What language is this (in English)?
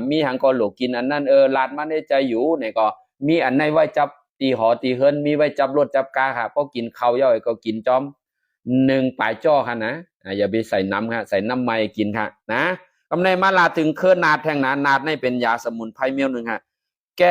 Shan